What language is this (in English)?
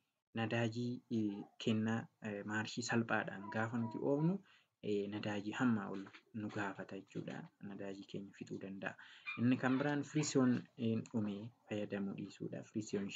Oromo